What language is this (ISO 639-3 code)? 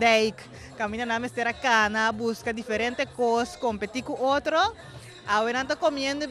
pap